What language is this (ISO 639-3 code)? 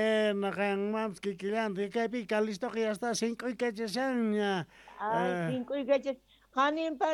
quh